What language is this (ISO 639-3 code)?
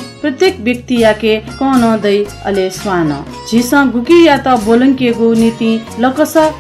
new